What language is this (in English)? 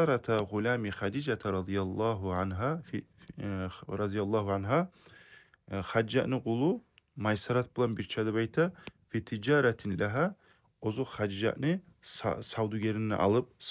Kumyk